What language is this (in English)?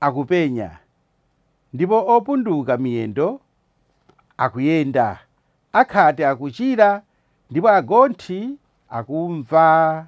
Nyanja